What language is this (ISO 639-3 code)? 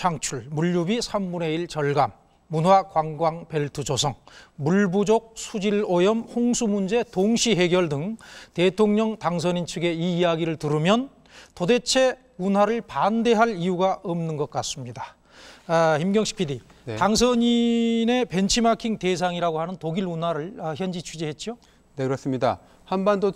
kor